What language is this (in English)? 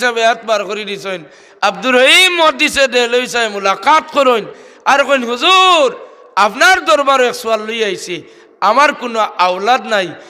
Sylheti